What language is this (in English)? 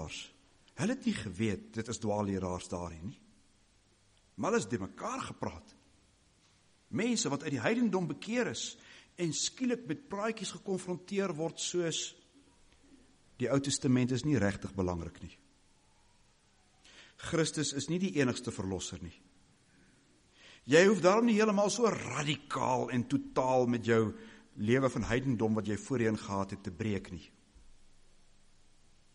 Afrikaans